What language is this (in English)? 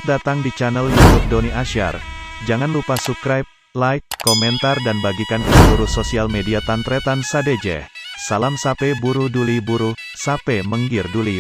Madurese